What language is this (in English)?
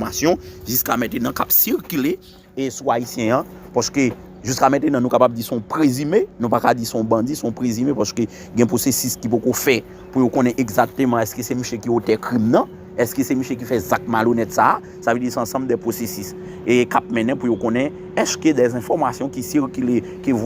Haitian Creole